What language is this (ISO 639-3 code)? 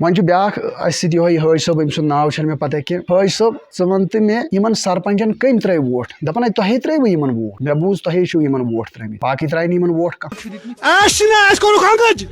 kas